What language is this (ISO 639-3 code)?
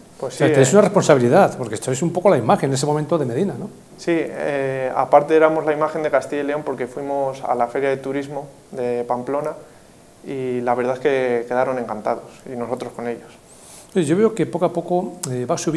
spa